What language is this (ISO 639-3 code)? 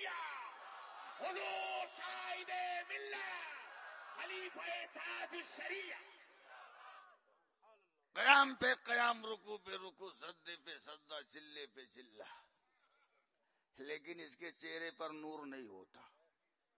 urd